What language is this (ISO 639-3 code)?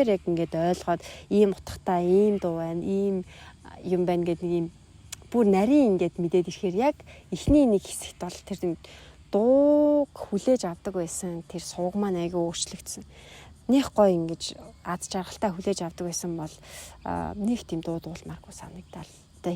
mon